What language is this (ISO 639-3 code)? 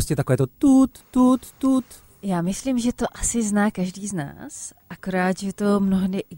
ces